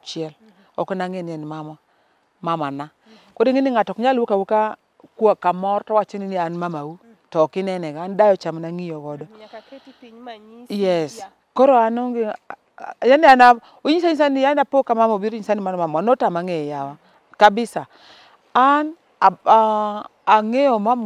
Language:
Luo (Kenya and Tanzania)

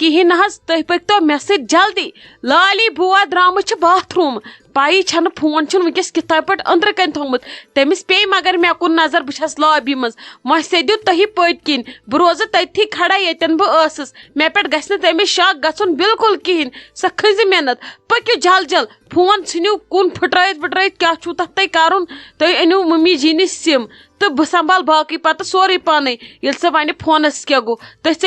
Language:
Kashmiri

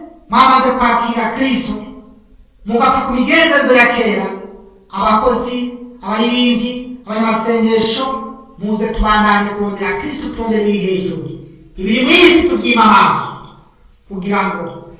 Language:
Rundi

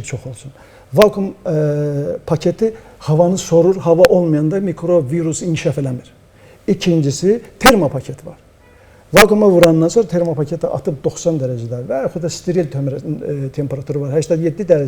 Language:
Azerbaijani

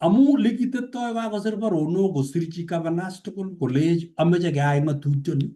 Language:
Kalenjin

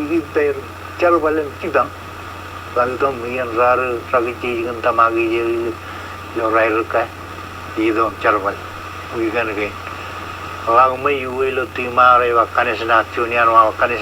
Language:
Marshallese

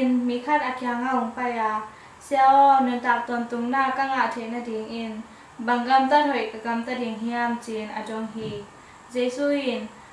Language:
Tedim Chin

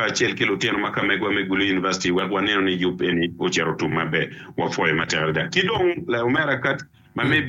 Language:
Acoli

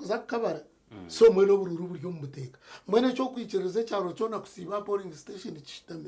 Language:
Nyankole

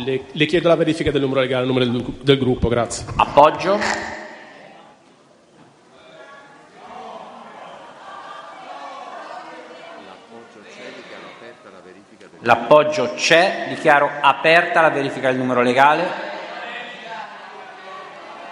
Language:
Italian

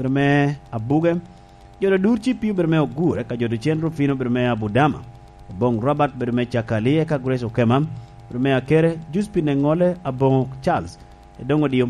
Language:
Lango (Uganda)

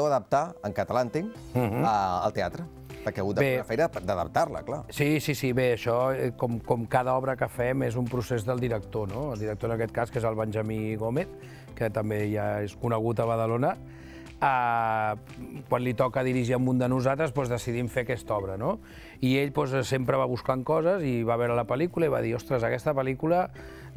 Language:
Catalan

